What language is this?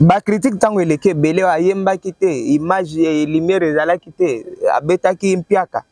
Lingala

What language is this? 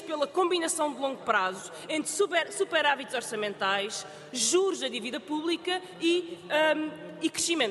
Portuguese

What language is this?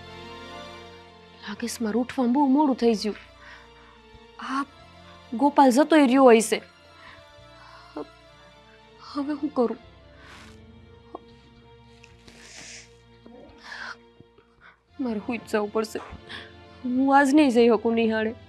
Gujarati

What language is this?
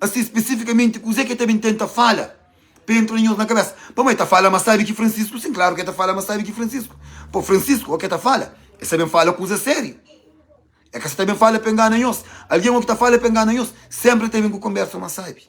Kabuverdianu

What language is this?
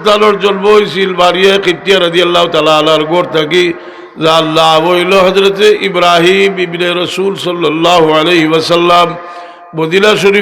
Sylheti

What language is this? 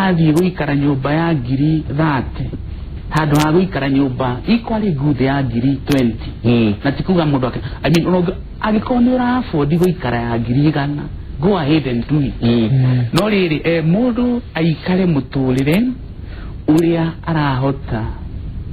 Kikuyu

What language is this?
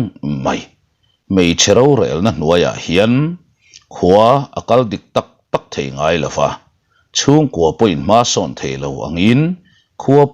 Mizo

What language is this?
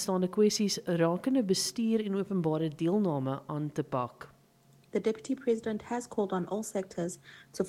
Afrikaans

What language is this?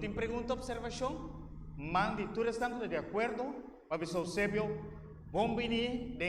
Papiamento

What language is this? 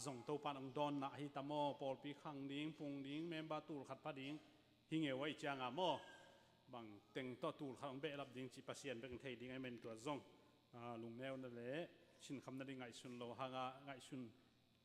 Tedim Chin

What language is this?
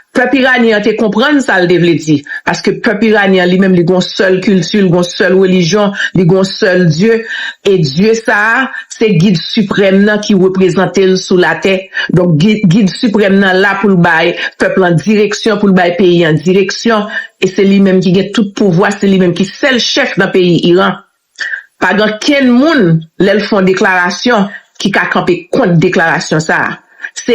Haitian Creole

